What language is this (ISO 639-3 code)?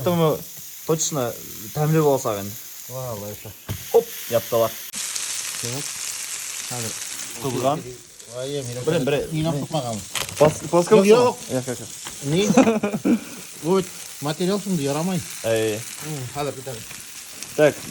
bak